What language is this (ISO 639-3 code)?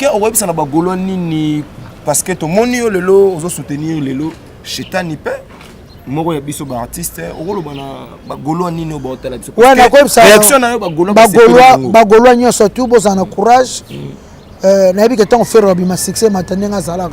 lin